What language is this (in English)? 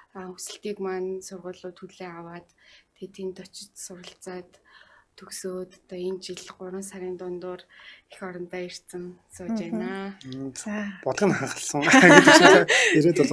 Mongolian